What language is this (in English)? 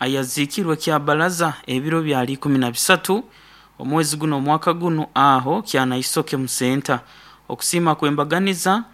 Nyoro